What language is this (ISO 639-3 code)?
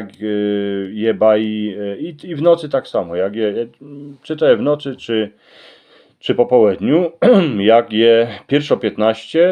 szl